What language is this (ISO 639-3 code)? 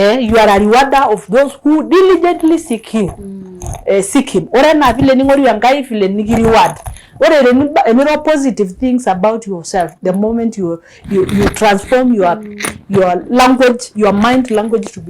mas